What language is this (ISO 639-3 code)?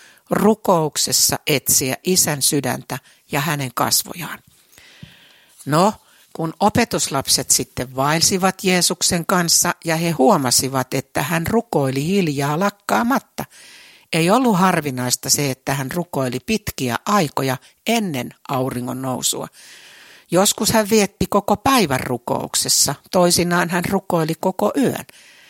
fin